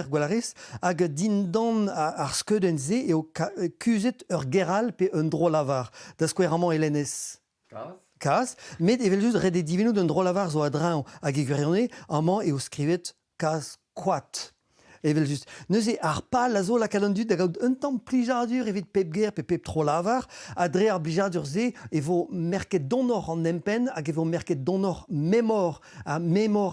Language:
Breton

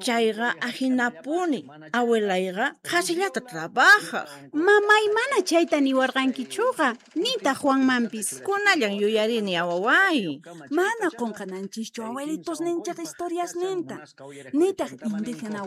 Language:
Quechua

